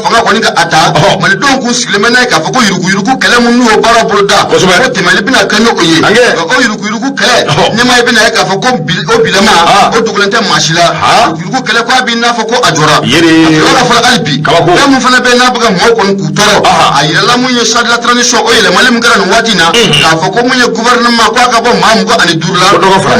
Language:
Bambara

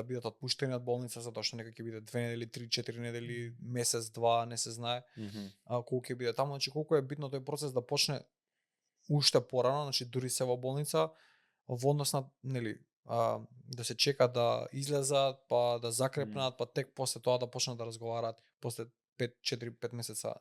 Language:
Macedonian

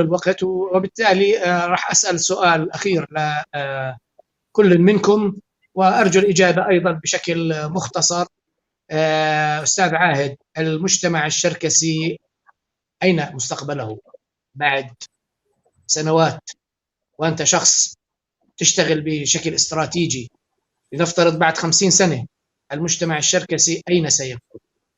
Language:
North Levantine Arabic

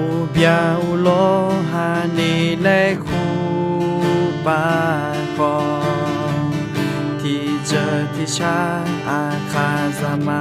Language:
Akha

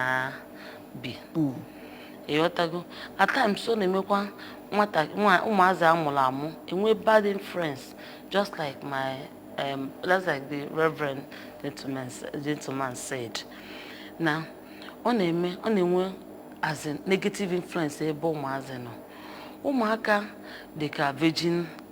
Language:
Igbo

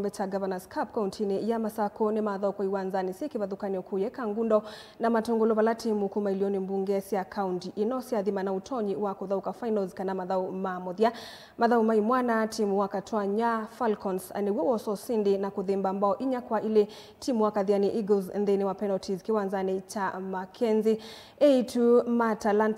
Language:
Kamba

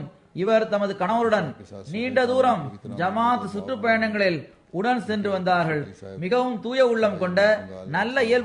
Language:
Tamil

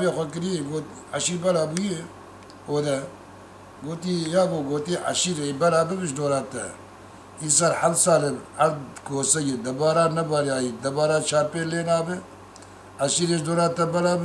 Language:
Kurdish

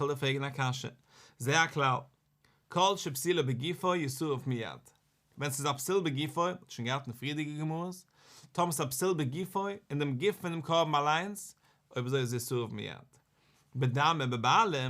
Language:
Yiddish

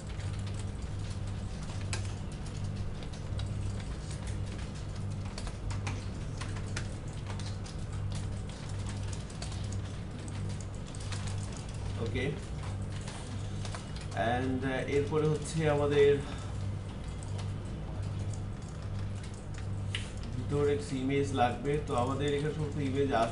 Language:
Bangla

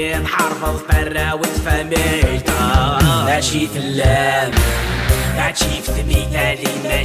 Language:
Kabyle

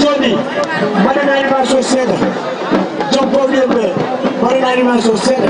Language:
Fula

